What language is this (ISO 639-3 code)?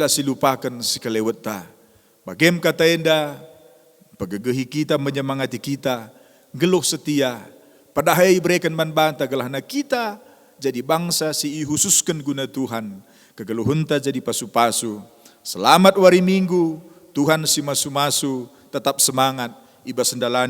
btx